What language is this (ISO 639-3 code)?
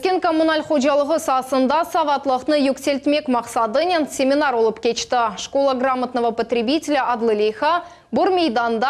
crh